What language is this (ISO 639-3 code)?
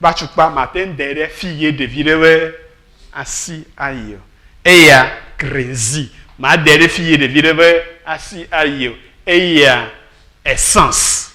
ewe